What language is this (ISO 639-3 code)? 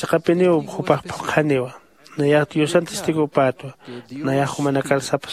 aym